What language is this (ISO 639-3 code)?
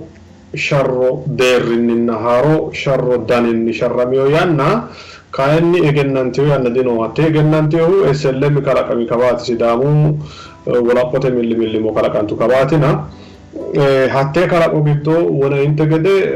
sid